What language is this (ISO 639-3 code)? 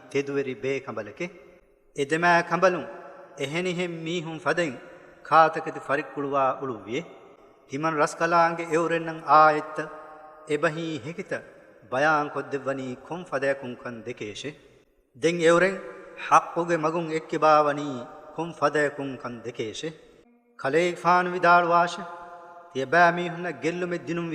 div